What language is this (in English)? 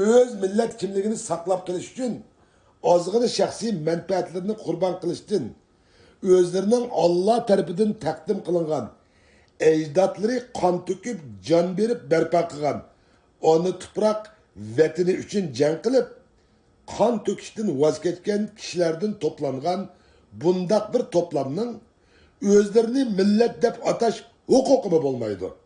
Uyghur